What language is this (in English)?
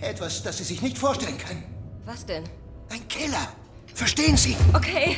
Bavarian